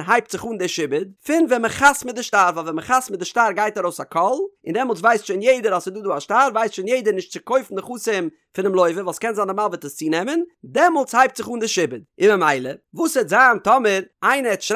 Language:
Yiddish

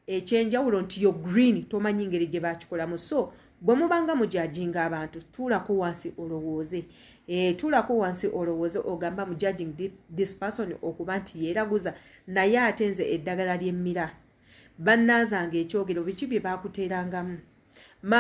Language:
Ganda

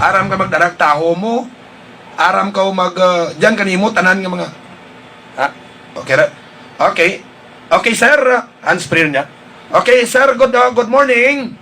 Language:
Hiligaynon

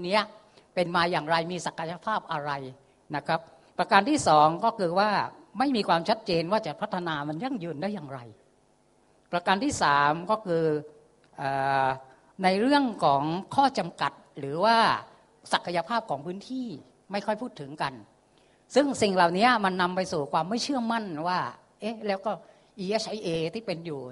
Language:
Thai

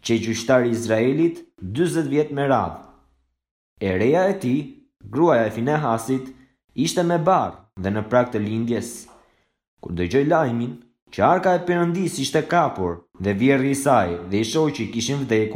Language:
Albanian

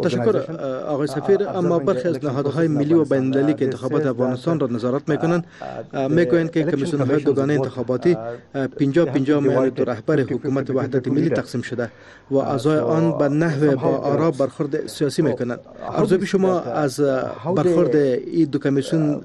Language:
Persian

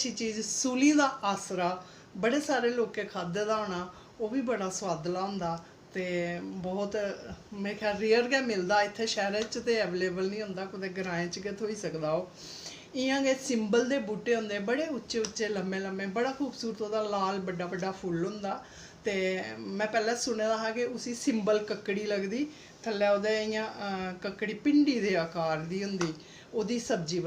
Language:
Dogri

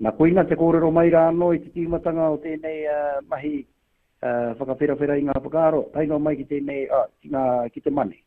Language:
Māori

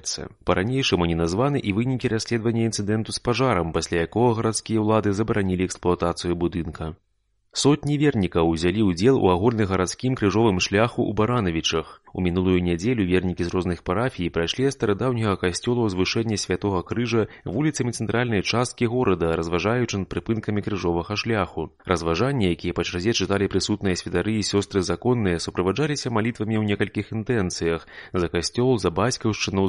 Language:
Belarusian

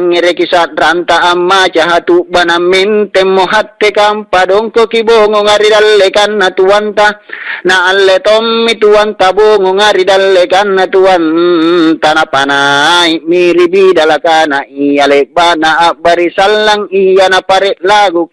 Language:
Makasar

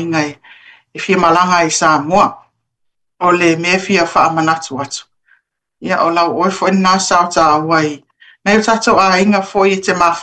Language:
Samoan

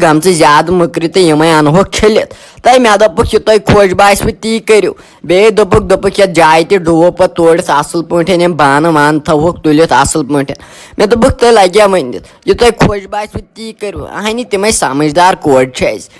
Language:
Kashmiri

